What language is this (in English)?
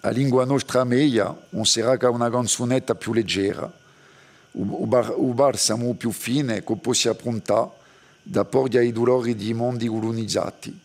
Corsican